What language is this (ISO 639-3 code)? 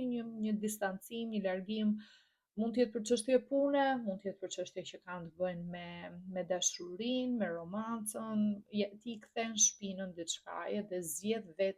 sqi